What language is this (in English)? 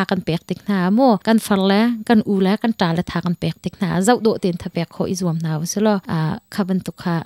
Hakha Chin